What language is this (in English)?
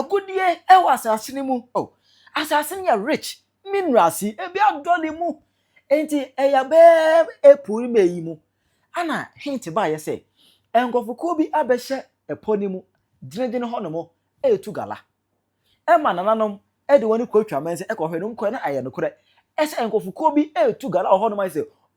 Akan